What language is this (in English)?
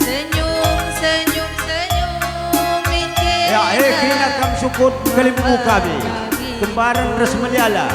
Batak Karo